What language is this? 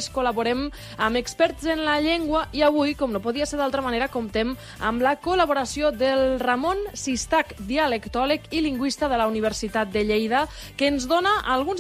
Catalan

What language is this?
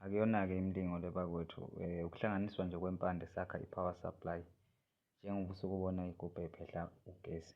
Zulu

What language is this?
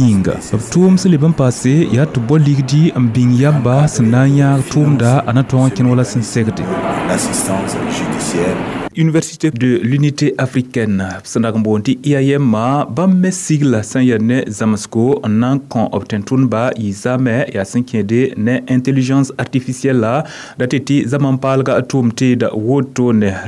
Mossi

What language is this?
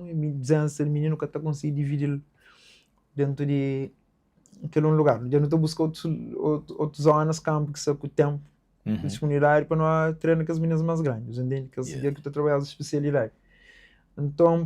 Kabuverdianu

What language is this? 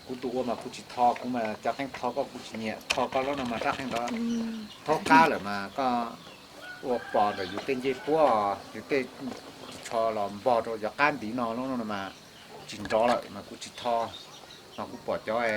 Hmong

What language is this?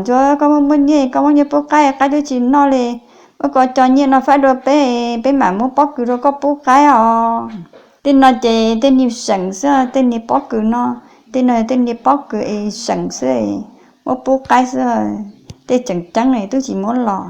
Hmong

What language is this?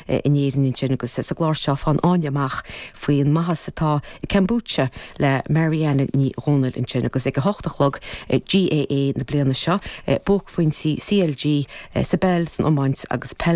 Irish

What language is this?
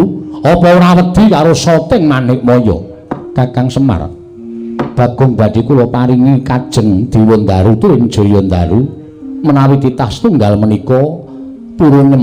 Javanese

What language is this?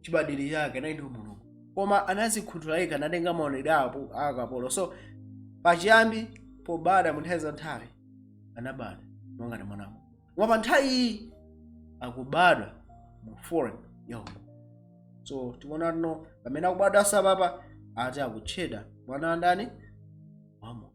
Nyanja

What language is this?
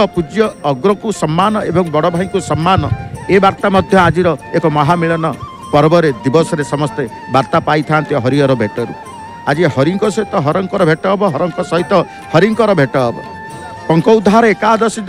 Odia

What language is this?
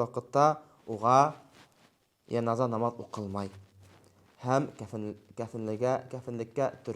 Bashkir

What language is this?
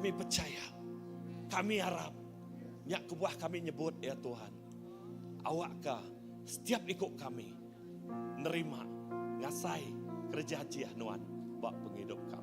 Iban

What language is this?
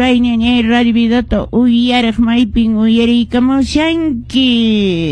Quechua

